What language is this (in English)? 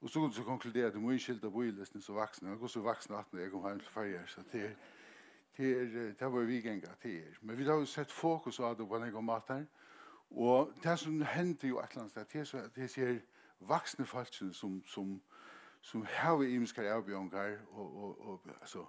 Faroese